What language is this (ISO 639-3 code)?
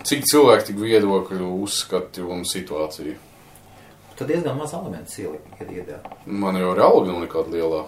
lav